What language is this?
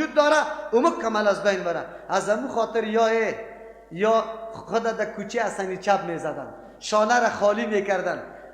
Persian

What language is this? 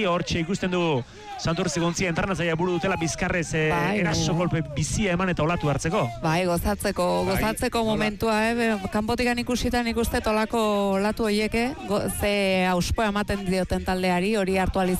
Basque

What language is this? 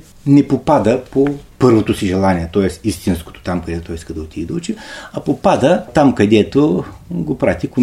Bulgarian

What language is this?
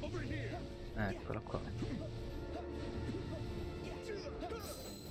Italian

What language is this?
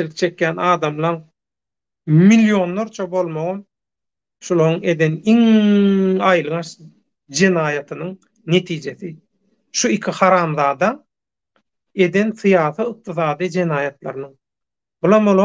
Turkmen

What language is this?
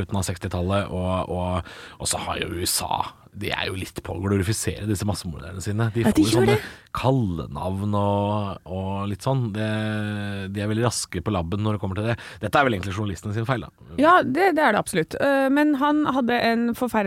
Norwegian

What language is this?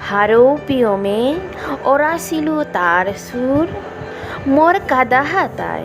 Bishnupriya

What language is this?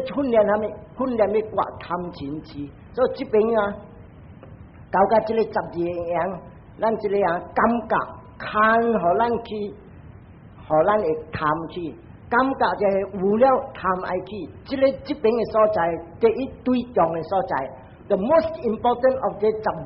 Min Nan Chinese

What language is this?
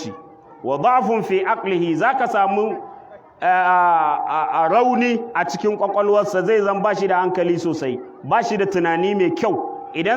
Hausa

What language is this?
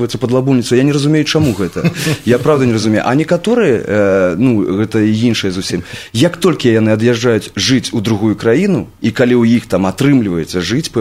Belarusian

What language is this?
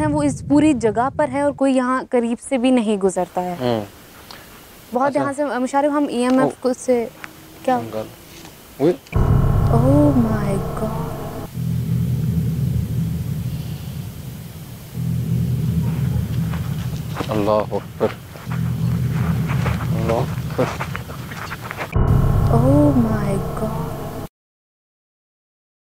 Hindi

